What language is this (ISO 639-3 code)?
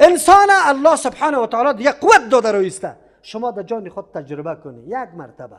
fas